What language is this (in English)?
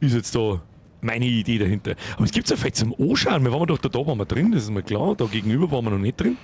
Bavarian